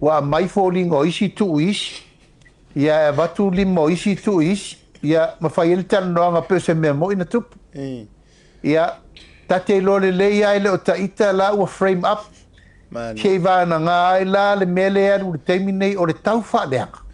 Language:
Samoan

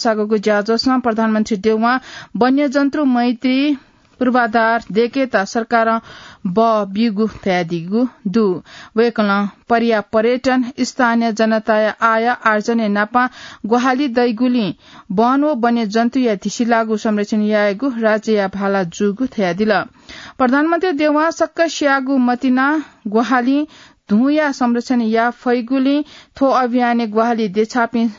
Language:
Newari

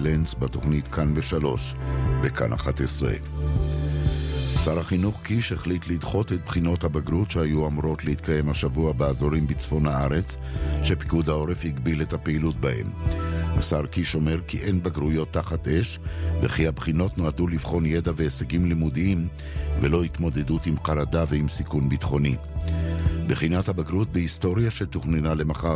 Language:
Hebrew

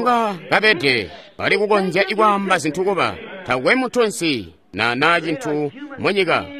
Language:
Tonga (Zambia)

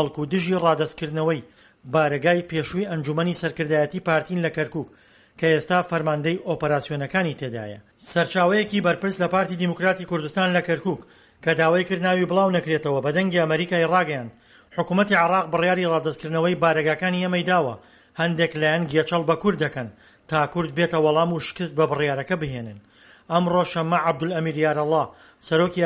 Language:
Central Kurdish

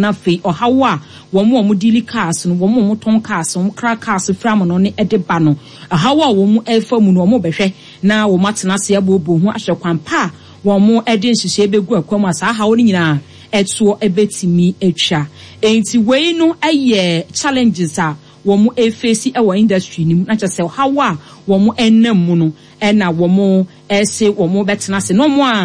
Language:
Akan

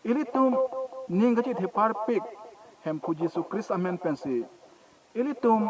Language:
Karbi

